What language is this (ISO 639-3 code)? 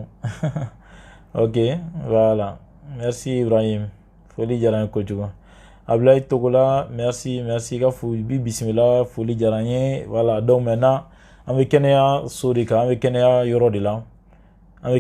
bam